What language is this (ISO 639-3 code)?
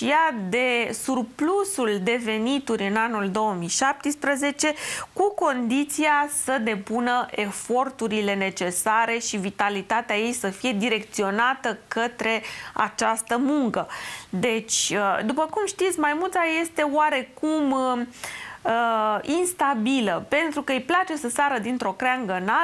ron